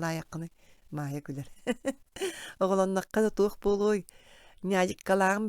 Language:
Yakut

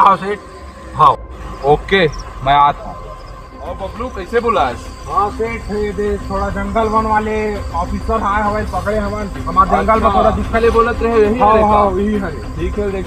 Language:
Chhattisgarhi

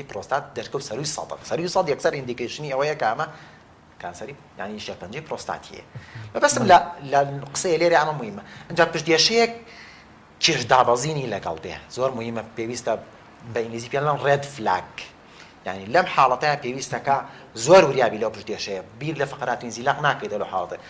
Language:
Central Kurdish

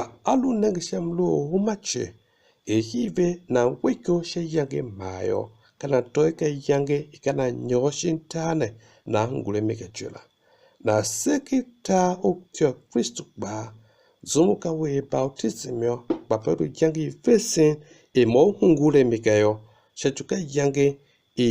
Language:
Tiv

